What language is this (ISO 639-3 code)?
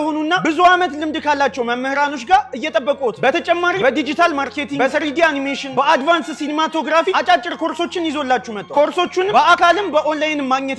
amh